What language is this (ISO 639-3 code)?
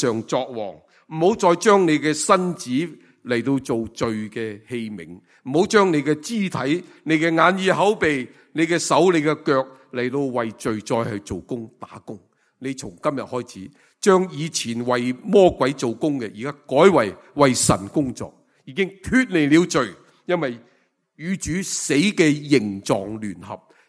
yue